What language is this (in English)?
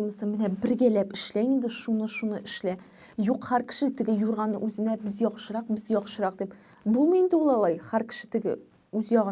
Tatar